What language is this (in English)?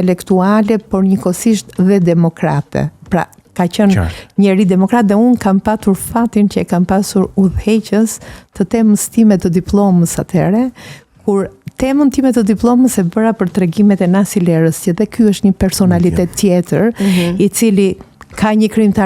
Albanian